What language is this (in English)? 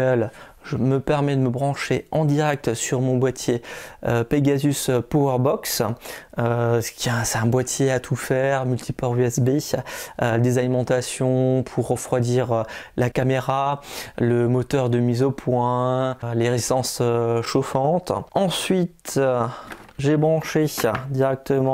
French